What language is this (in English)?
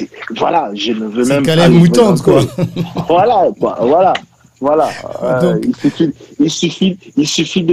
French